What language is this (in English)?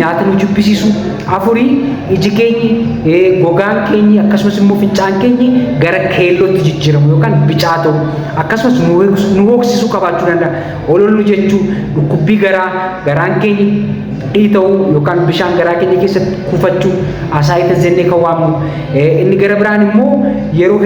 Oromo